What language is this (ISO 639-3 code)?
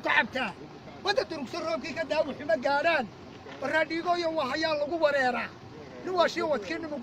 som